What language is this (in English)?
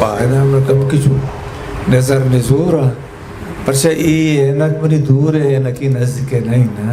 Eastern Balochi